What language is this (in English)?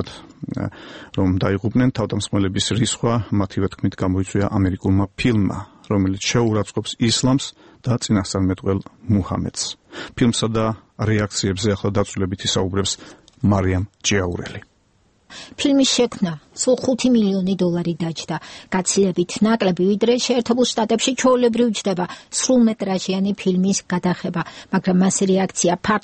Georgian